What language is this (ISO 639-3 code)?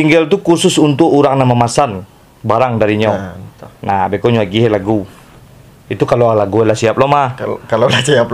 min